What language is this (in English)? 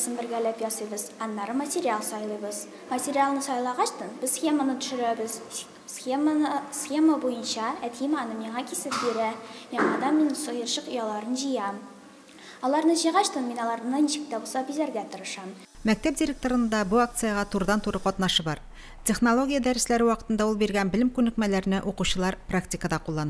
Tatar